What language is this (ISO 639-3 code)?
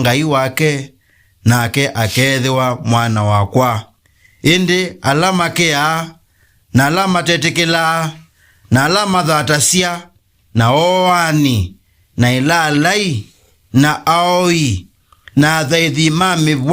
kam